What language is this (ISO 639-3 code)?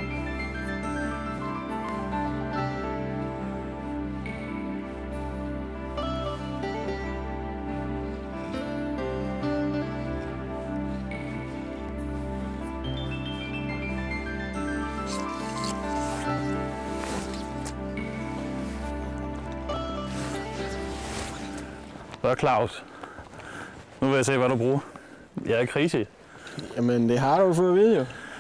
dan